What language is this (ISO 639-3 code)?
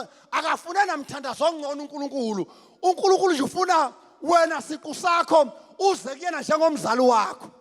zul